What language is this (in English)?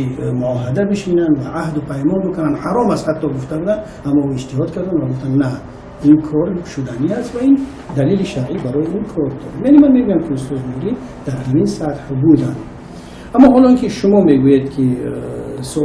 Tajik